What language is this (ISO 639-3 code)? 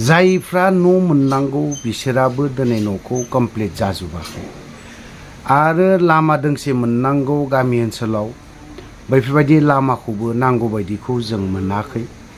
brx